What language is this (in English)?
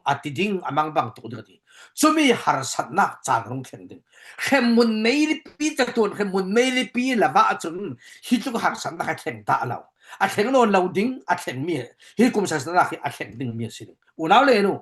Falam Chin